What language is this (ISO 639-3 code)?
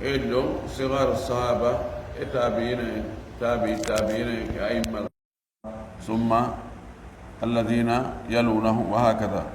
fuf